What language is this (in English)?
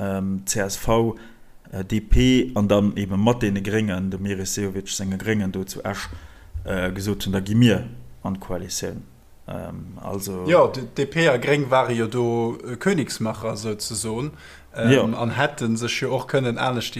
Luxembourgish